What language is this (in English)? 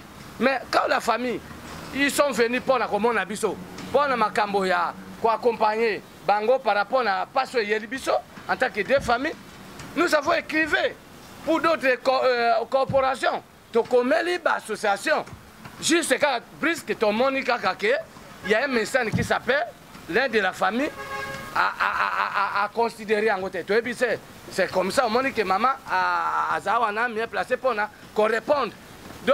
Lingala